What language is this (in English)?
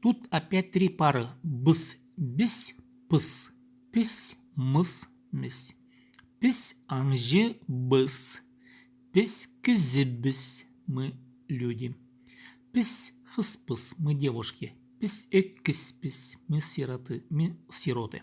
Khakas